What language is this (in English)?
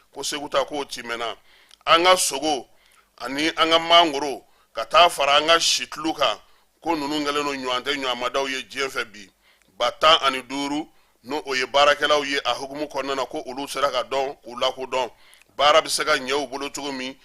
Bambara